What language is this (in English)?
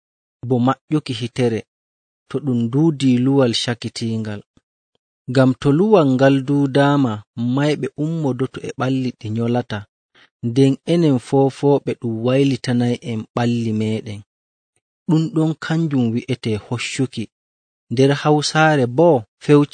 Nigerian Fulfulde